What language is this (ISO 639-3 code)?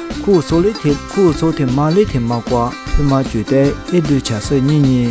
lis